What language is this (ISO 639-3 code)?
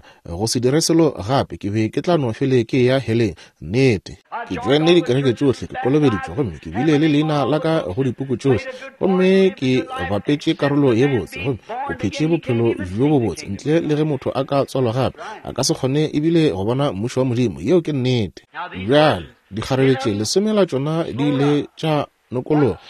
nso